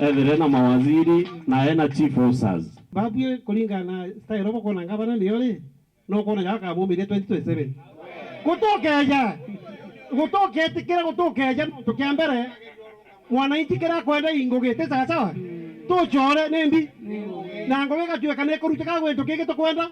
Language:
Meru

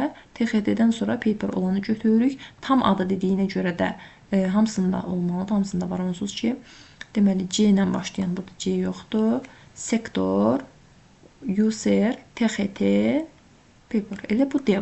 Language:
Azerbaijani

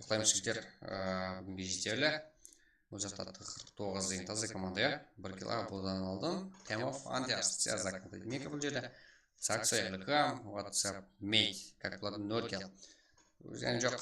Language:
Kara-Kalpak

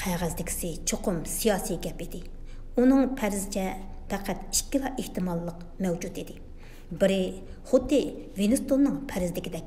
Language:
Uyghur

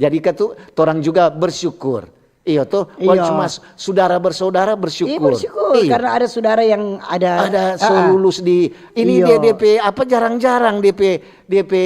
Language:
Manado Malay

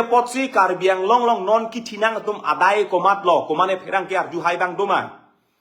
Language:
Karbi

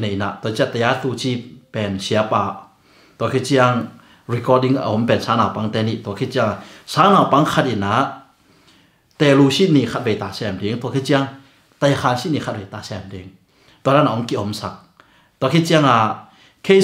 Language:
Tedim Chin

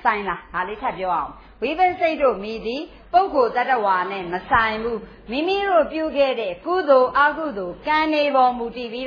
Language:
Burmese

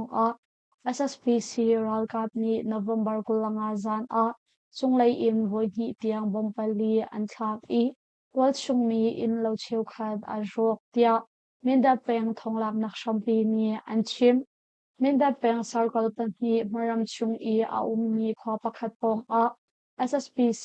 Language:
Hakha Chin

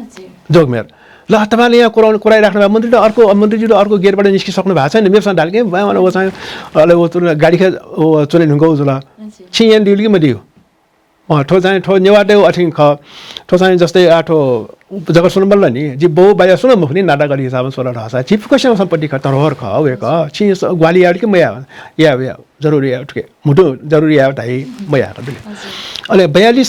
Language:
Newari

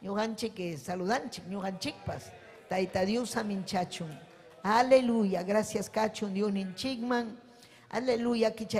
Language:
Ayacucho Quechua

